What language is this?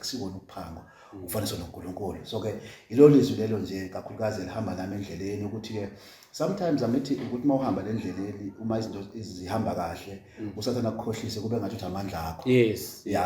Zulu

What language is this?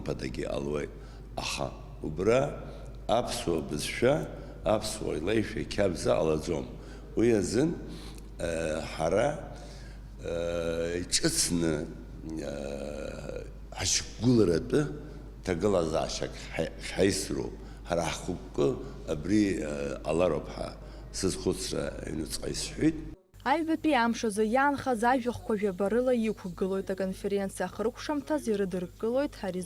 Abkhazian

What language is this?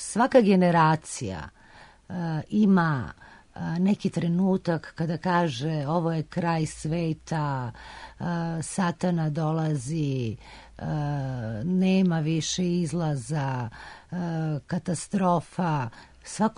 Serbian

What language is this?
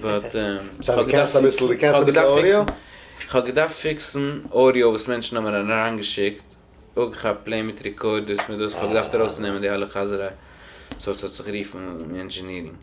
Yiddish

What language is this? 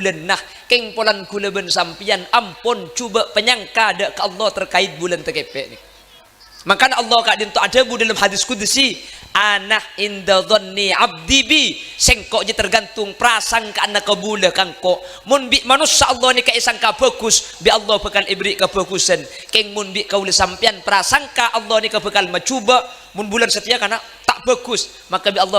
Madurese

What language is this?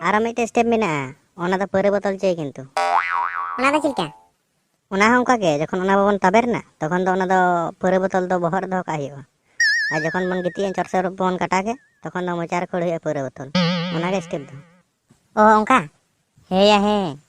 Santali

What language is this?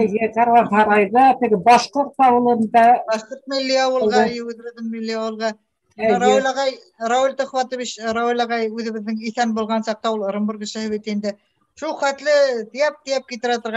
Bashkir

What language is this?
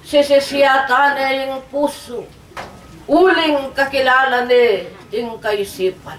Pampanga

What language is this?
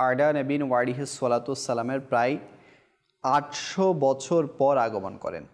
Bangla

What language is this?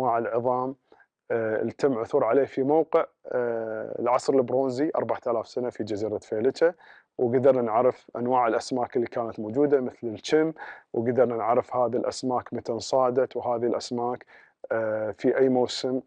Gulf Arabic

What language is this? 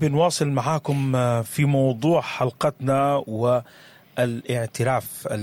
Sudanese Arabic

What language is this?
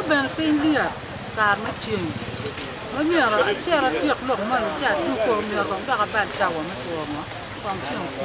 Acoli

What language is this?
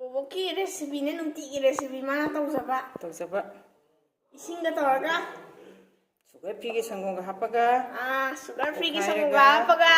Manipuri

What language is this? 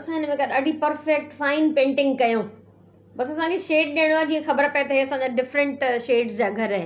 Sindhi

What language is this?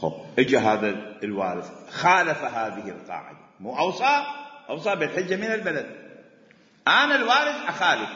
Mesopotamian Arabic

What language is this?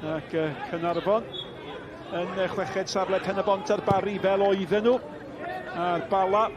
Welsh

